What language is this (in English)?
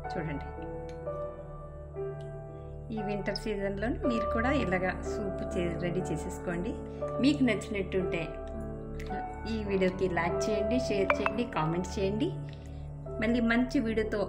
Telugu